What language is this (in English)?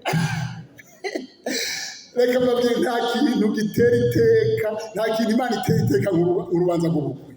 Rundi